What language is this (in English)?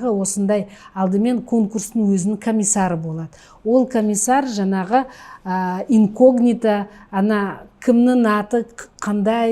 Kazakh